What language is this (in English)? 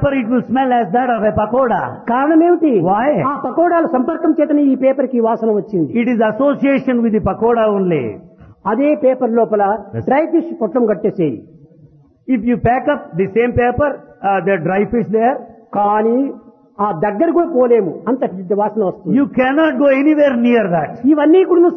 Telugu